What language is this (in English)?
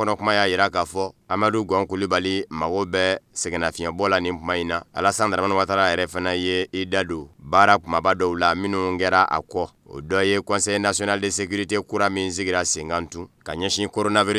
Bambara